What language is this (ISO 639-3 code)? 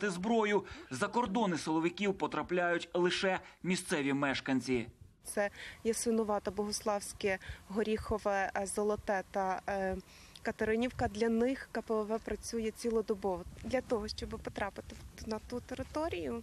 ukr